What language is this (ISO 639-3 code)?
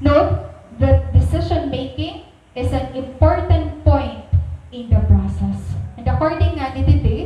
war